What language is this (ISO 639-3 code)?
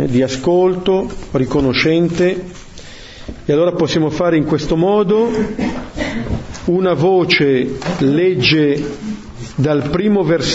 ita